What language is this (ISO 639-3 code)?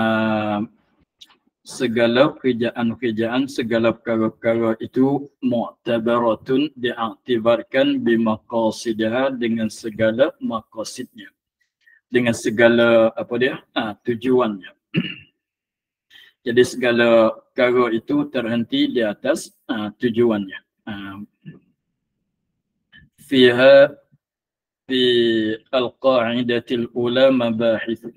msa